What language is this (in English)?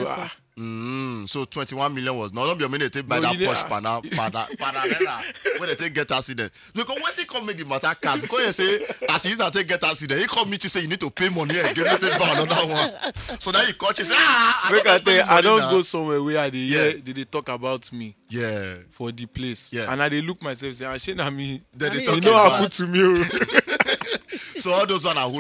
Nigerian Pidgin